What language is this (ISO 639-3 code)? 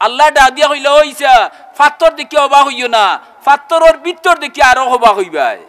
syl